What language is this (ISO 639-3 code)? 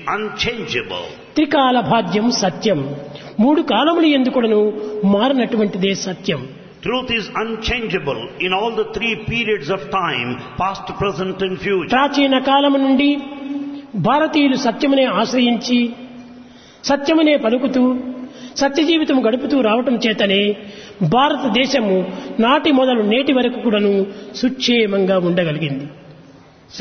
tel